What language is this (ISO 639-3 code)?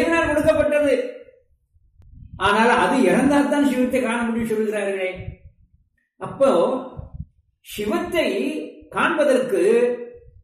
tam